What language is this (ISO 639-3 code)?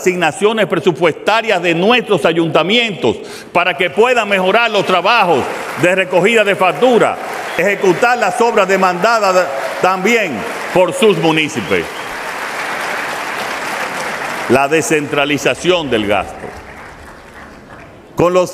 spa